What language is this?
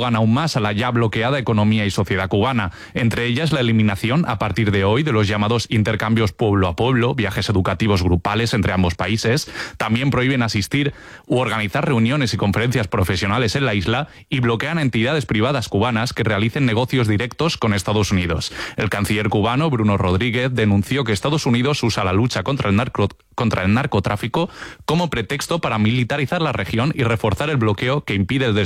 Spanish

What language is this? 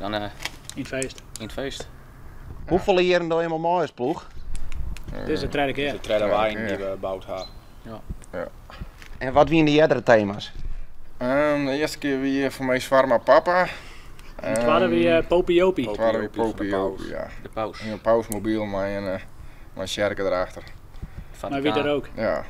Western Frisian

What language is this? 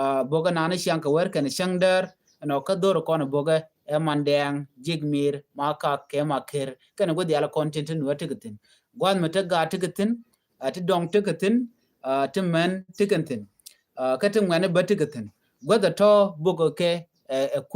Nuer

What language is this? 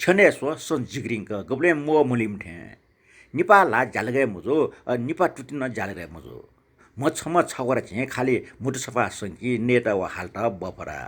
Newari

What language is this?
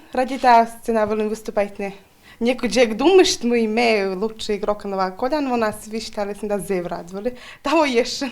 Komi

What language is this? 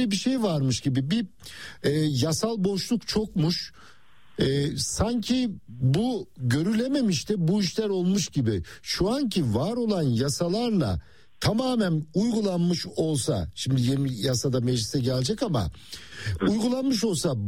Turkish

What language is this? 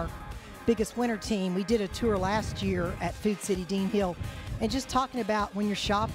English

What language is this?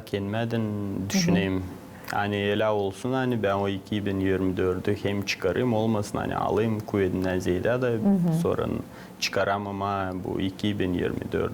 Gagauz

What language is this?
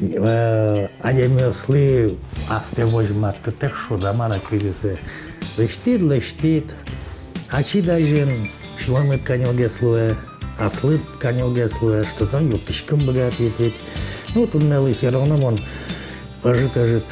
Udmurt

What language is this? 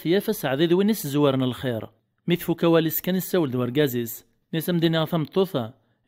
Kabyle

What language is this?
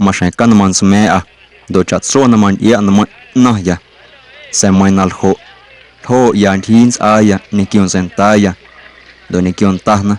Guerrero Amuzgo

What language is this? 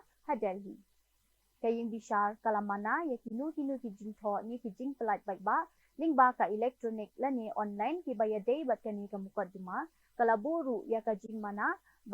Khasi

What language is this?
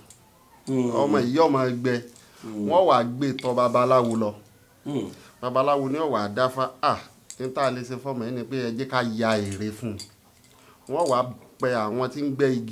Yoruba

